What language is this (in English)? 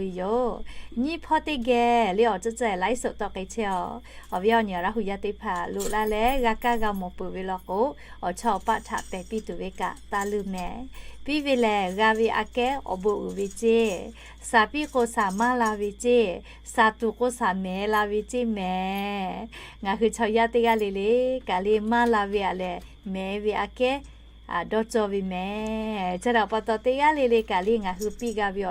Lahu